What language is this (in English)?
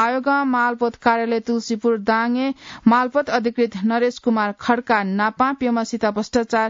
Newari